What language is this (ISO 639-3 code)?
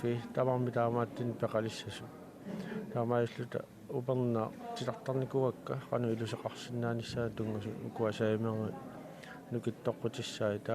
kal